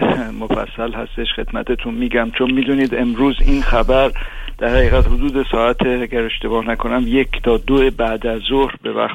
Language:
Persian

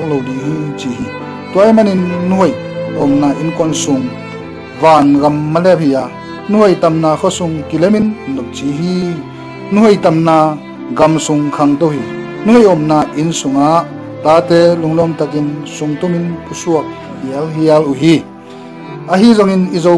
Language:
Tedim Chin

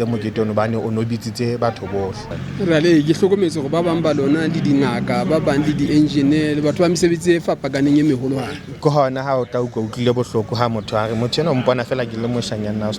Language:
Southern Sotho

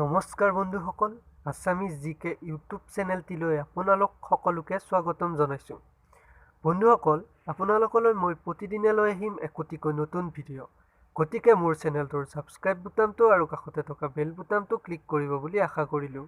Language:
Assamese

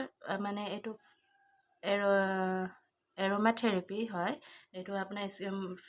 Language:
Assamese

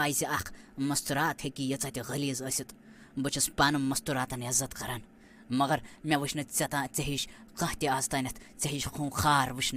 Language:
Kashmiri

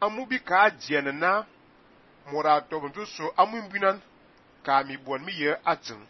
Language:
Fang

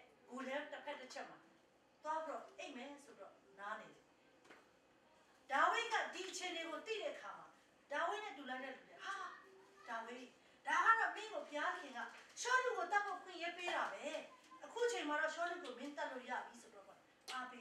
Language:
Burmese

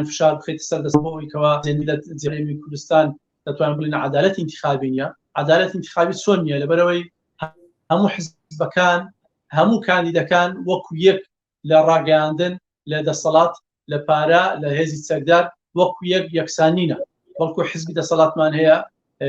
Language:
Central Kurdish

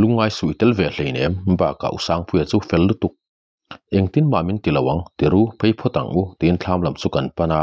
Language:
Mizo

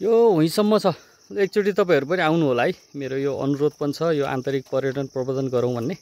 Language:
Nepali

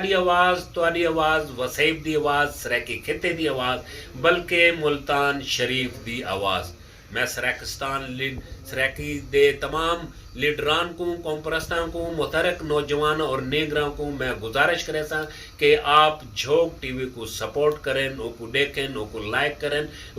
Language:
Saraiki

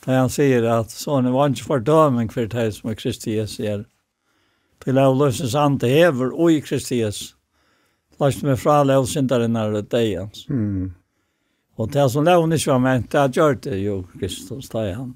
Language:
Faroese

